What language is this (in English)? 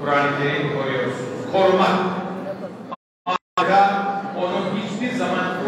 Turkish